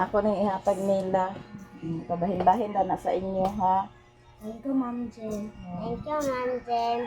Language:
Cebuano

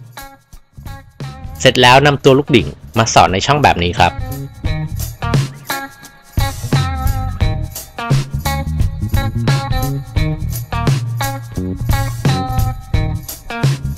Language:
Thai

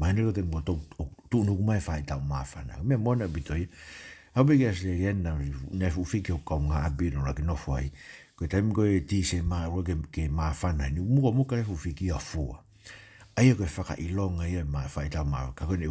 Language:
Tongan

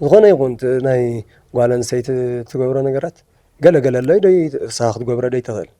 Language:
Tigrinya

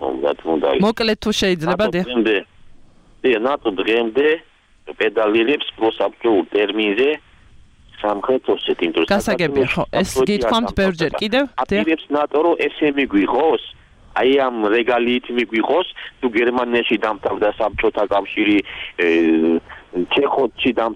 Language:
Georgian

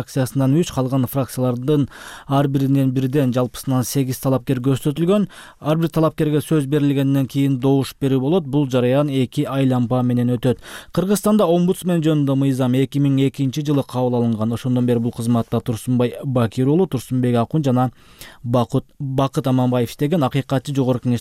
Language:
Kyrgyz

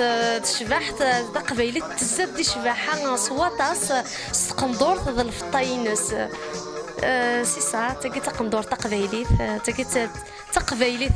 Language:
Kabyle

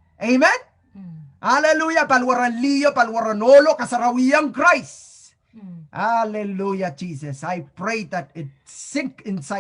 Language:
Pohnpeian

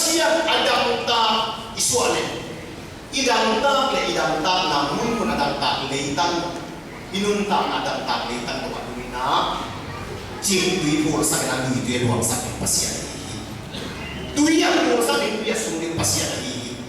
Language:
Tedim Chin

